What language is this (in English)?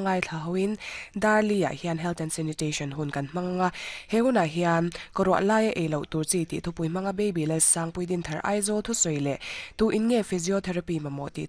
Mizo